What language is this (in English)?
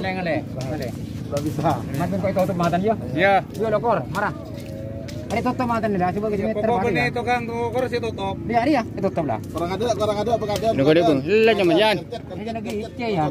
Madurese